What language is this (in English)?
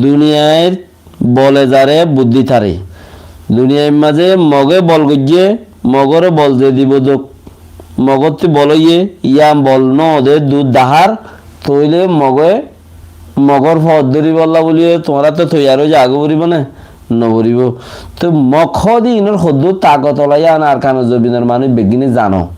Rohingya